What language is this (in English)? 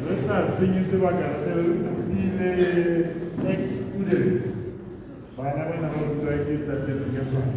Tswana